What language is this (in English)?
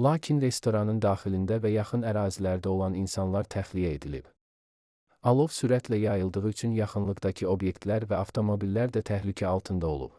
Azerbaijani